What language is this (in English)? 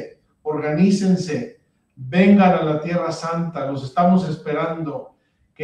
Spanish